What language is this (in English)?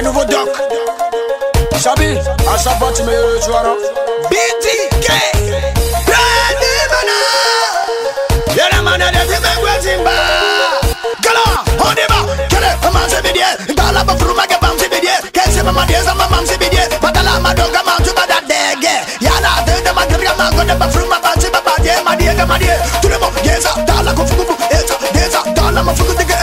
French